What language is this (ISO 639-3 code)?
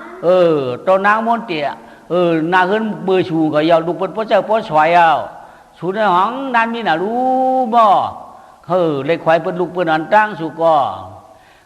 shn